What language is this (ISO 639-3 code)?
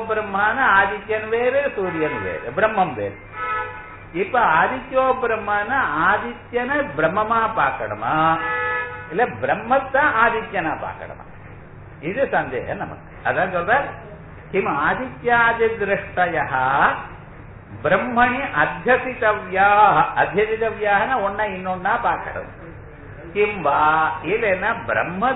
tam